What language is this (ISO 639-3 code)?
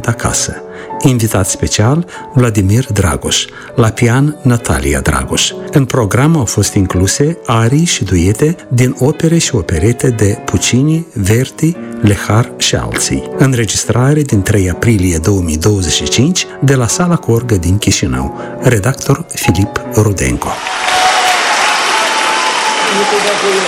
ron